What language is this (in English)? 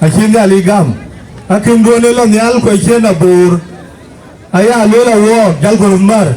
Dinka